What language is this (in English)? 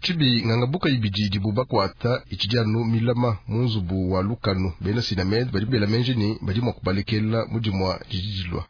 Luba-Lulua